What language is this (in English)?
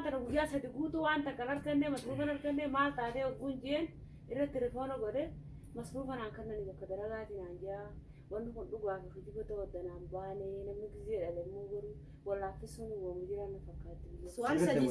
Oromo